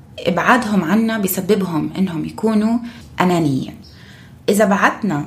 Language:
North Levantine Arabic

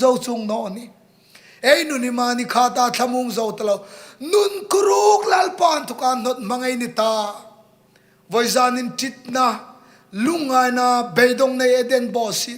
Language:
Hmar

